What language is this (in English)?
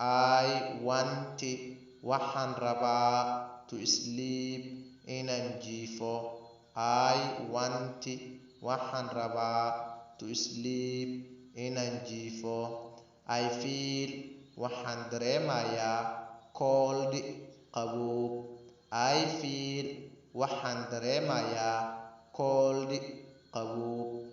Somali